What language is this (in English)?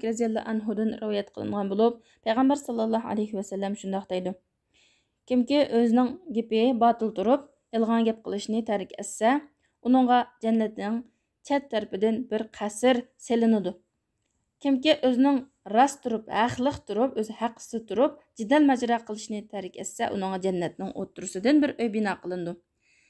Uyghur